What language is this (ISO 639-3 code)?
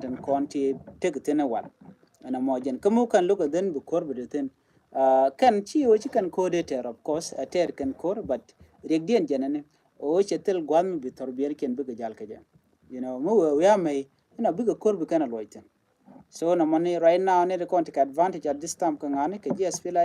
nus